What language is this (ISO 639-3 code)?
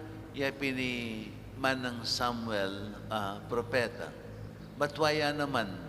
pam